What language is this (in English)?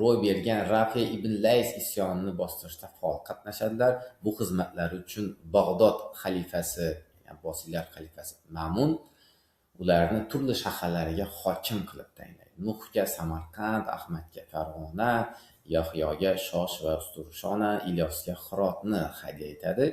Uzbek